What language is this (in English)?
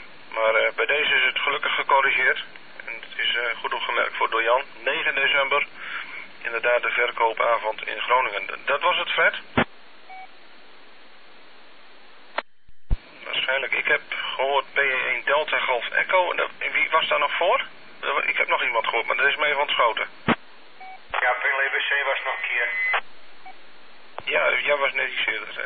Dutch